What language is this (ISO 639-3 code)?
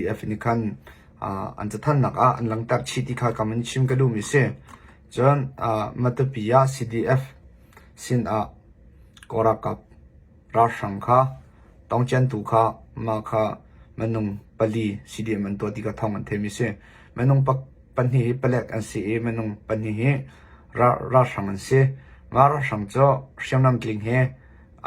cnh